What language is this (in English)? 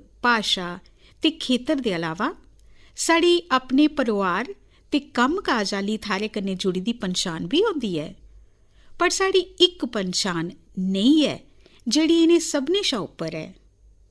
Dogri